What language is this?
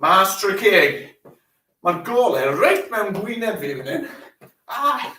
Welsh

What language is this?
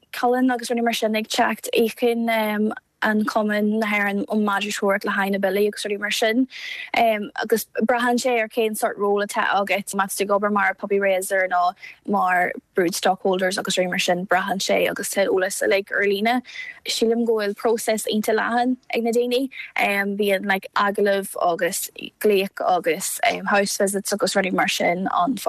Irish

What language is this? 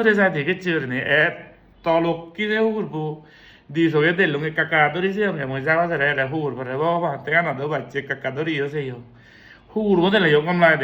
Chakma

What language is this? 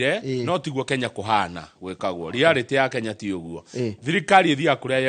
Kikuyu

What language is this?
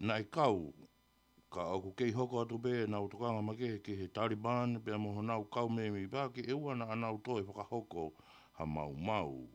Tongan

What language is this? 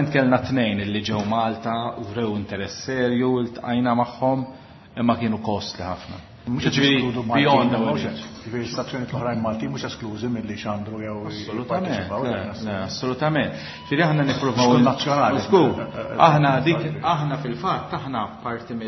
Maltese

